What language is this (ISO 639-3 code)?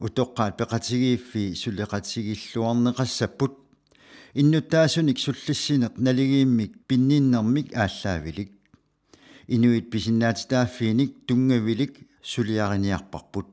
kal